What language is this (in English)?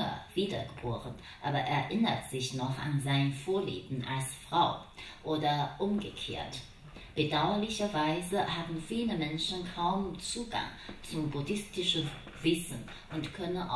German